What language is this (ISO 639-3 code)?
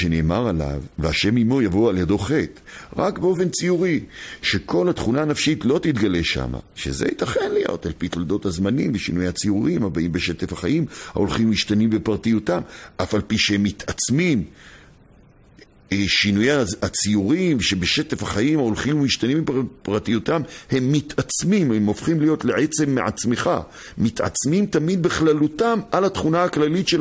heb